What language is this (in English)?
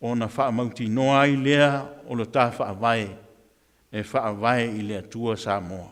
Samoan